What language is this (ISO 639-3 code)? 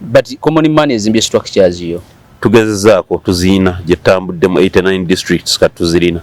lug